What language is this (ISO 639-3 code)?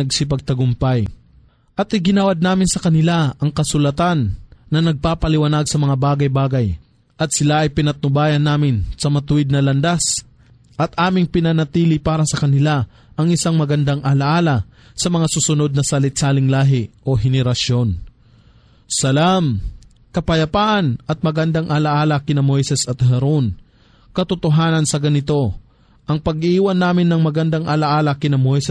fil